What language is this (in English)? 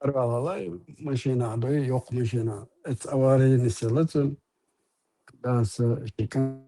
Chechen